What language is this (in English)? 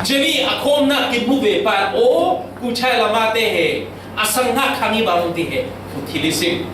Falam Chin